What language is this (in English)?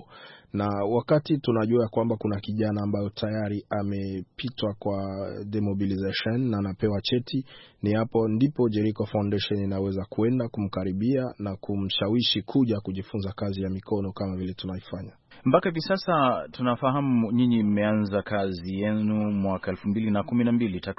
Swahili